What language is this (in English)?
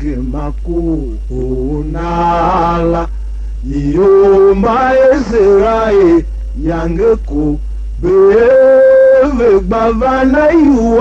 Tiv